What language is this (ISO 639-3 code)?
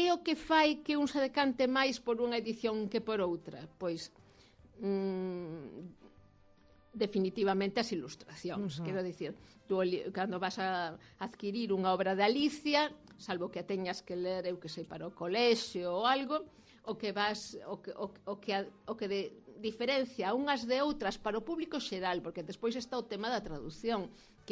glg